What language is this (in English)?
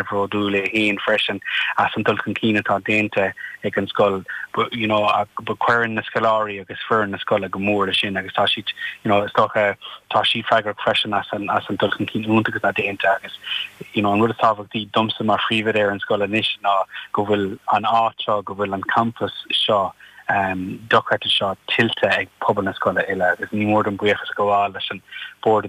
Irish